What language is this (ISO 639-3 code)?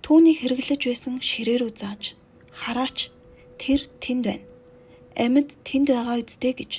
mon